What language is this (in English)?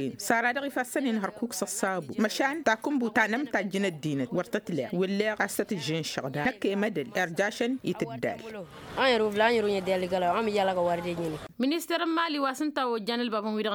Tamasheq